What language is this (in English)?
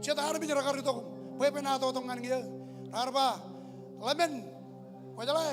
Marshallese